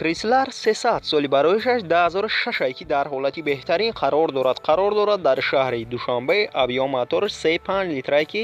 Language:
Tajik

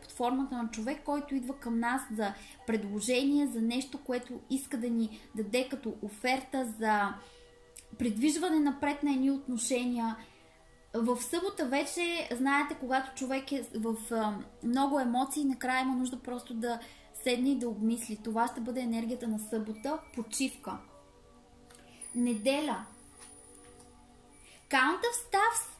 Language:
Bulgarian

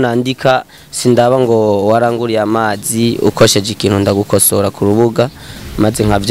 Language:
Rundi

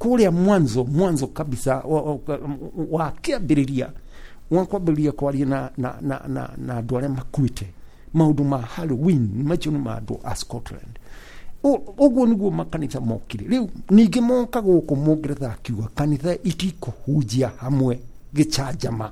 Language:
Kikuyu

